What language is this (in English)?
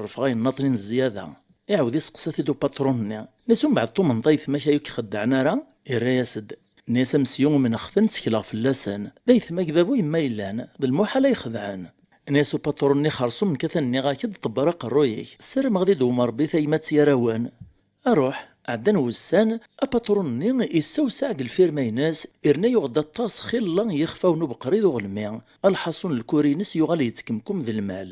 Kabyle